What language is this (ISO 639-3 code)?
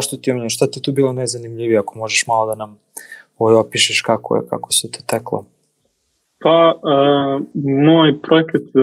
srp